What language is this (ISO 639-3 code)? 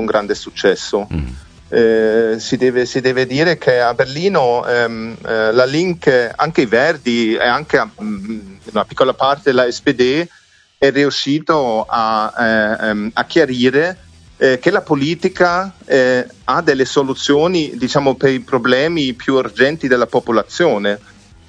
ita